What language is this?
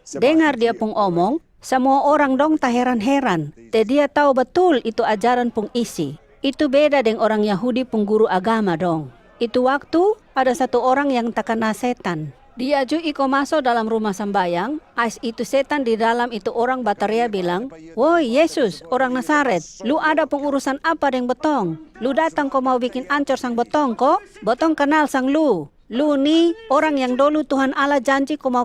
Kupang Malay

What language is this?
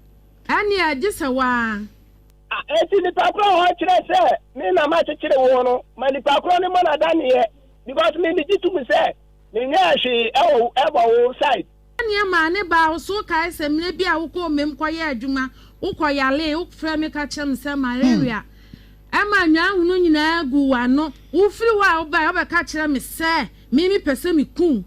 Akan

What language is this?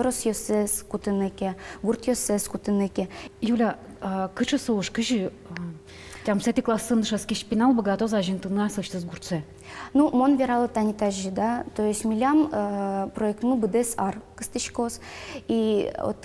Udmurt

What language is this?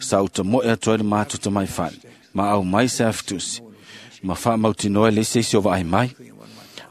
Samoan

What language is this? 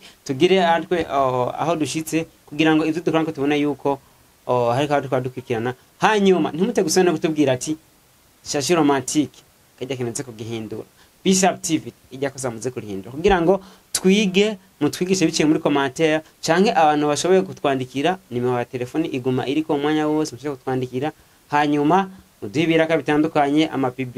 Rundi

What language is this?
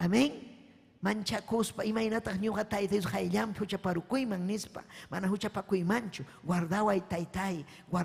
Ayacucho Quechua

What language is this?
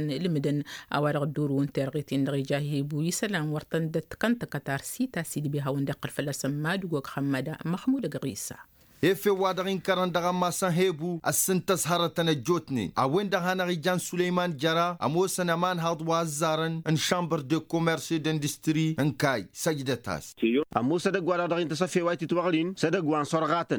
Tamasheq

